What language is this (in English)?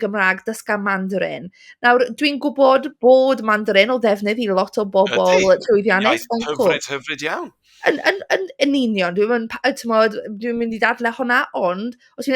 Welsh